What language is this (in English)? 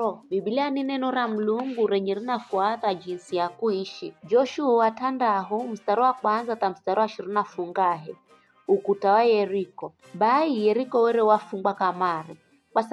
Giryama